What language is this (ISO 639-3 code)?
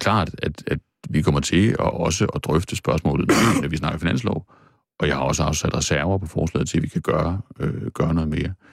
dan